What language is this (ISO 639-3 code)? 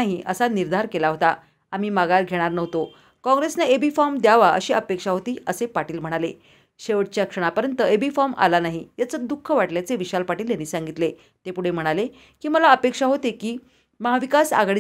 mar